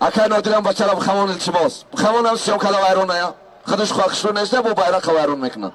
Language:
Tajik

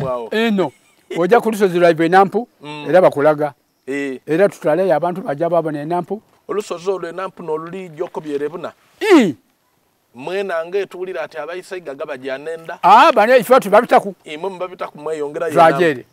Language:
Soga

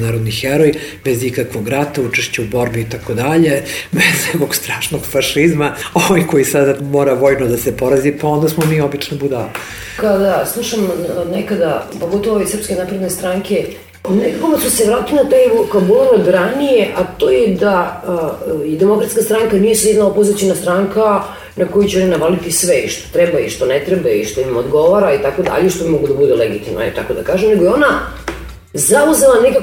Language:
Serbian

